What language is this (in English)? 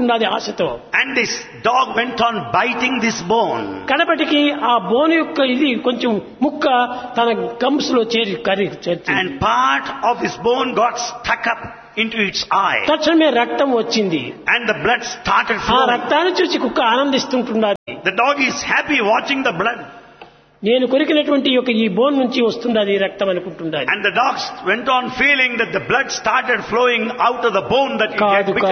Telugu